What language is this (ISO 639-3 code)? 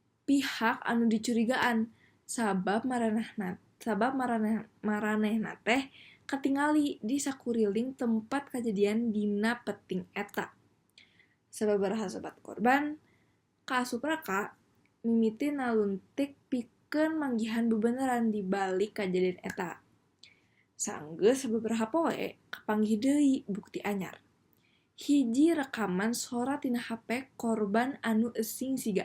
sun